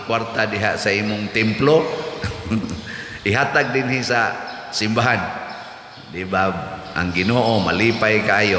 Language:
Cebuano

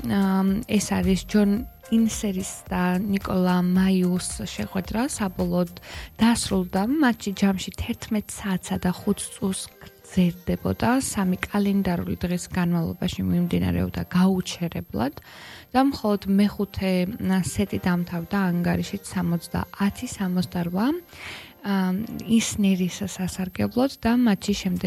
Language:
Georgian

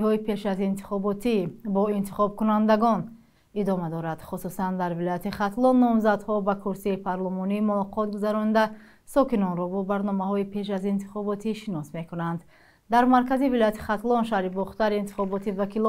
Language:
Tajik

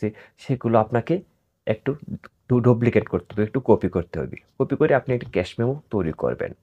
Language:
Bangla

